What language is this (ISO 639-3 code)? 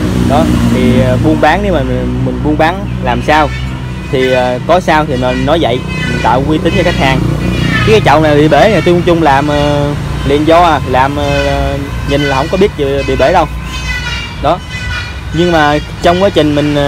vie